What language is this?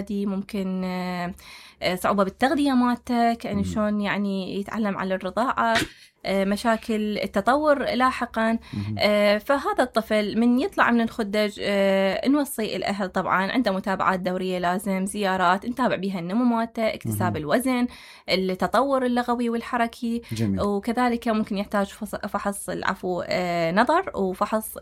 Mesopotamian Arabic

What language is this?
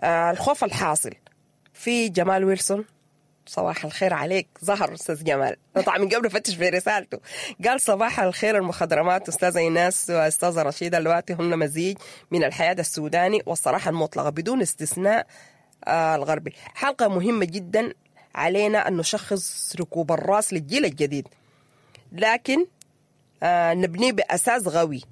Sudanese Arabic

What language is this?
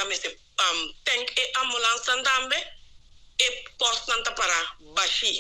Papiamento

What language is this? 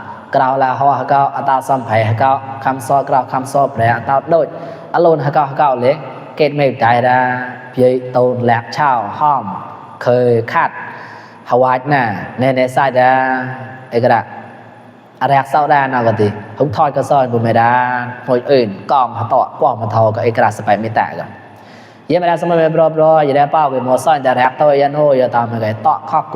Mon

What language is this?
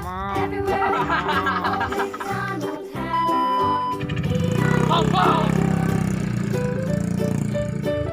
Banjar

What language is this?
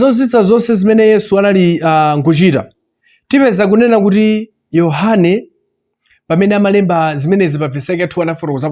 Nyanja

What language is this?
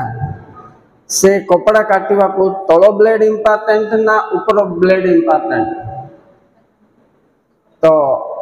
Odia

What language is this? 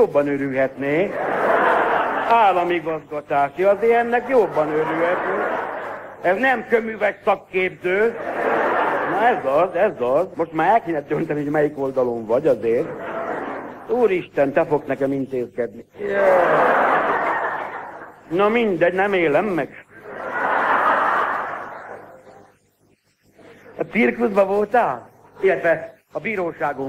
Hungarian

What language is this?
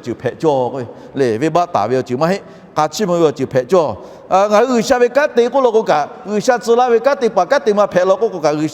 Lahu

